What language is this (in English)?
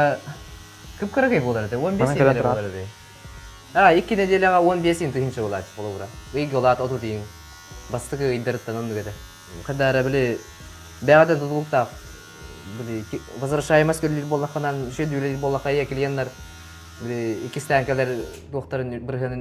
Yakut